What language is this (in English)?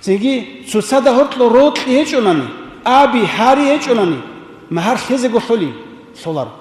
Avaric